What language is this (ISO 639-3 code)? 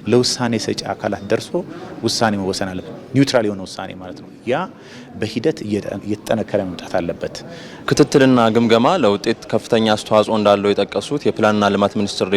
amh